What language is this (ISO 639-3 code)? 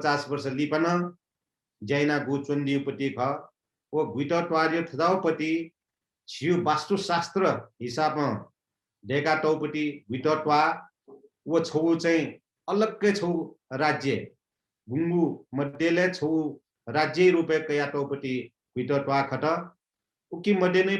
new